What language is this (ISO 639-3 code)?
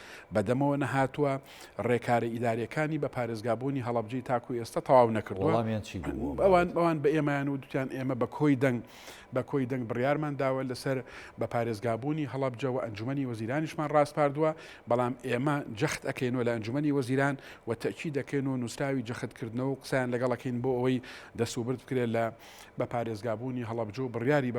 ckb